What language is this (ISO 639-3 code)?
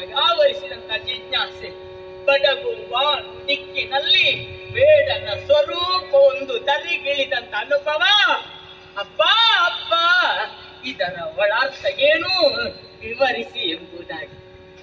kan